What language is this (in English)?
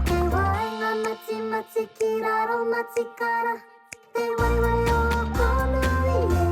Māori